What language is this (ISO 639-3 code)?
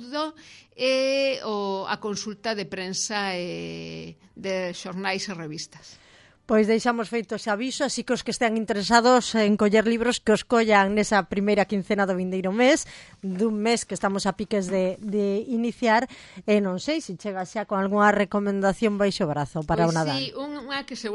glg